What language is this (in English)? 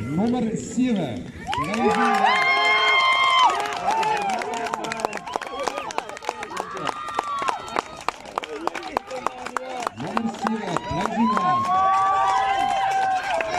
Afrikaans